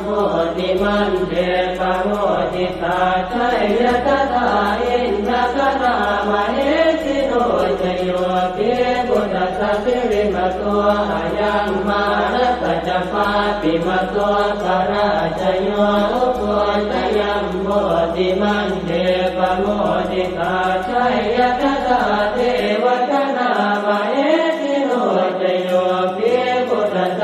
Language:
Pali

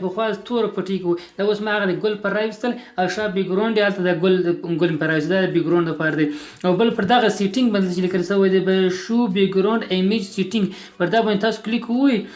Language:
Pashto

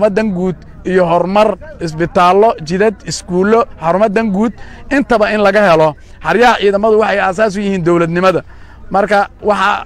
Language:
Somali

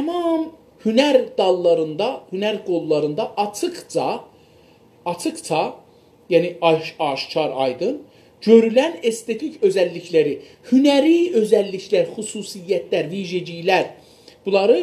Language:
South Azerbaijani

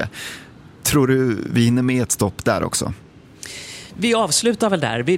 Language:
Swedish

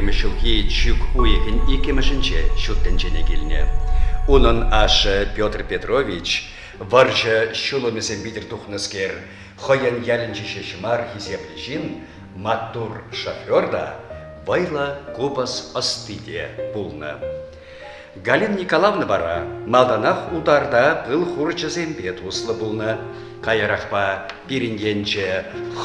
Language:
Chuvash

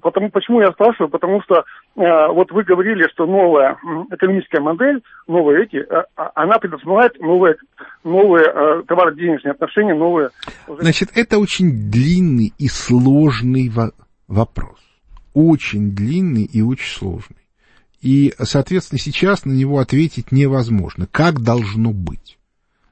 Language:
Russian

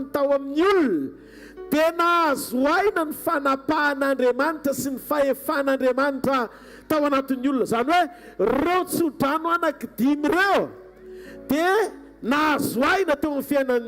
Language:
Malagasy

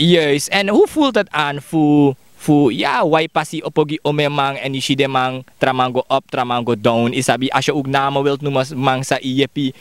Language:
Sranan Tongo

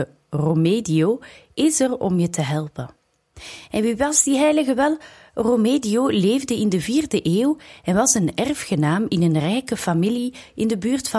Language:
Dutch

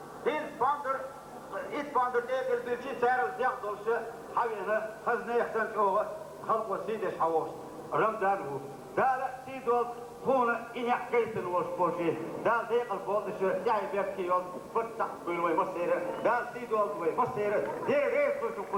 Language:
Chechen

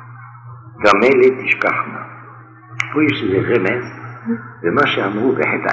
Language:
Hebrew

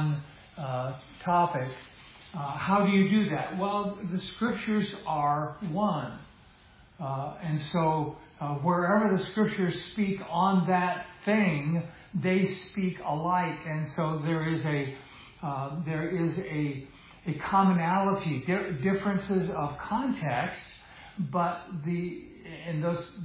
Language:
English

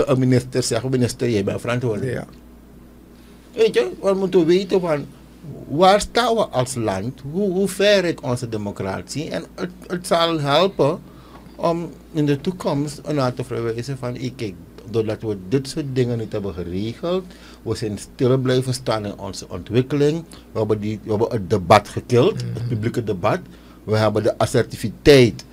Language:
Dutch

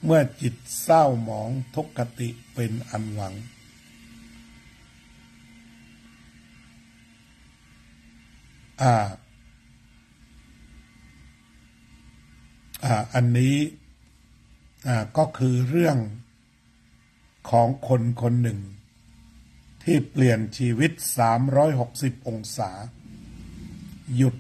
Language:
Thai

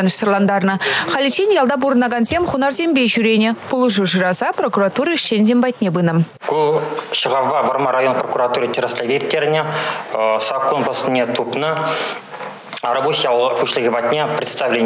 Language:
Chuvash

